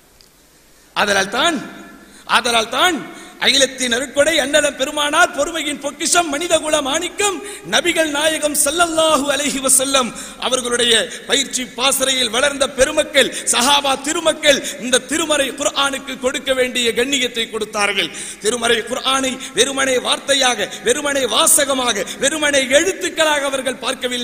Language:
Tamil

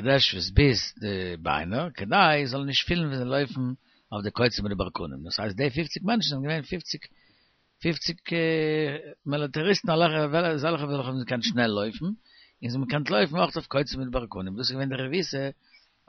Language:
Yiddish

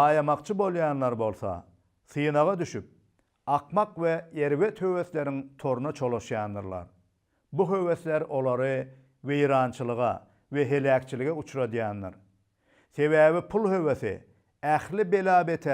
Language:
Turkmen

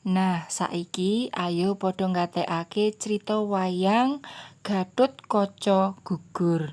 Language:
Javanese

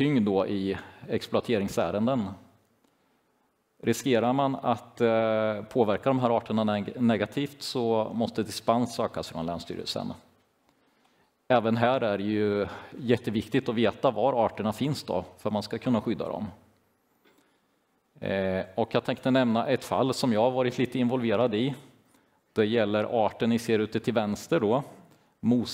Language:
Swedish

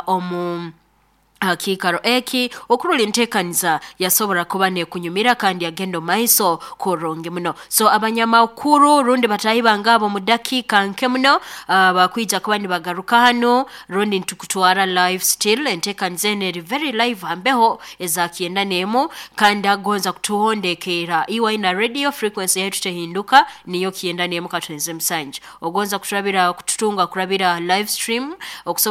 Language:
Nyoro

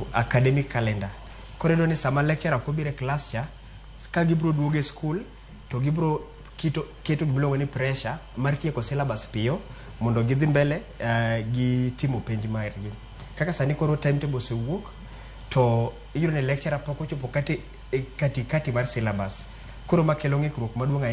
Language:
Luo (Kenya and Tanzania)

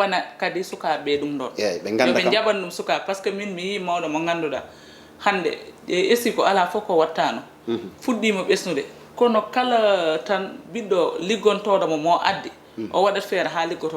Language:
Fula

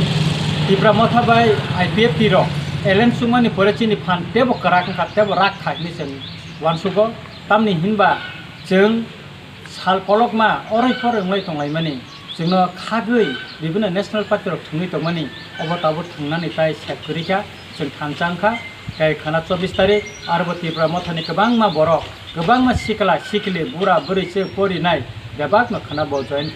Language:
Kok Borok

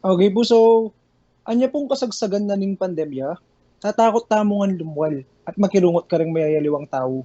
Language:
Pampanga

